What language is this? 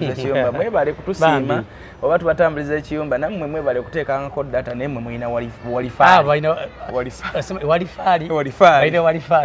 Ganda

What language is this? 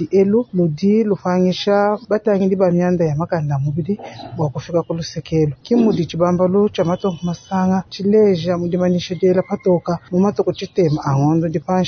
Luba-Lulua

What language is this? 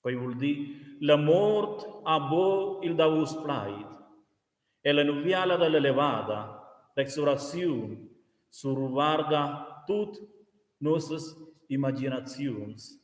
Romansh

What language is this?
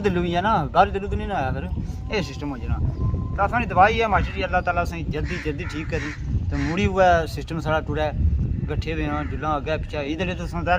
Pahari-Potwari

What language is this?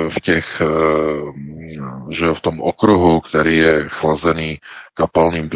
Czech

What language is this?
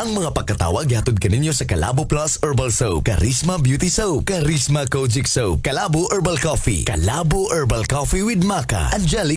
Cebuano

